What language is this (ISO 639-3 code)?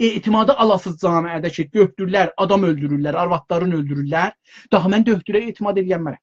azb